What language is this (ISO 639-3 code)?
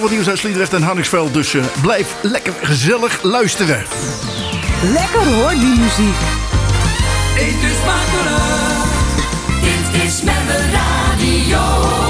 nld